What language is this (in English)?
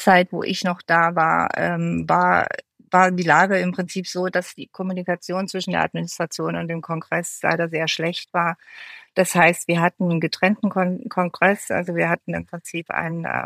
German